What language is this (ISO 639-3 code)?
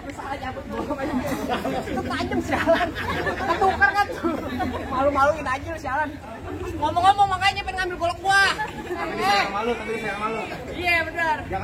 bew